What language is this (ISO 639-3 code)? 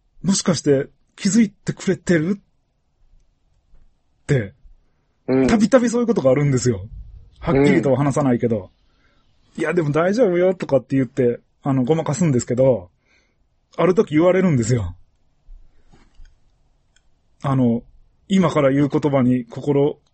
jpn